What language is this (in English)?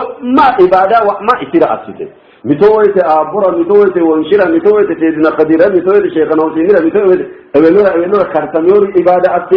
Sidamo